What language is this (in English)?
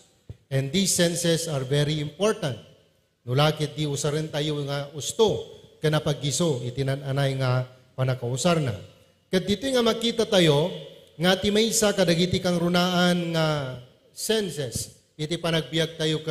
Iloko